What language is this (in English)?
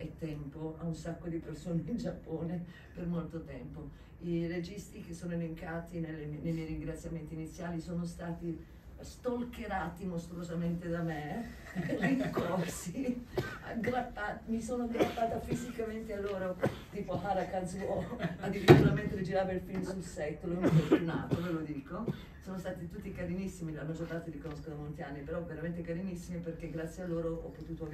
Italian